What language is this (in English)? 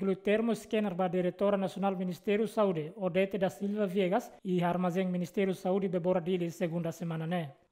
Tetum